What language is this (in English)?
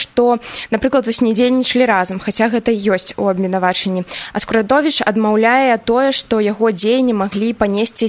Belarusian